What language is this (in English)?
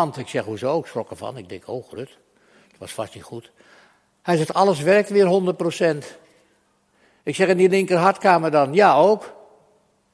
Dutch